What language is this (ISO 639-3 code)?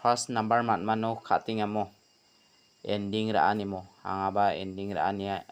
grt